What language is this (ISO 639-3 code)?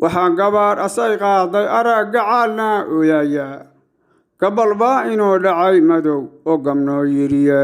som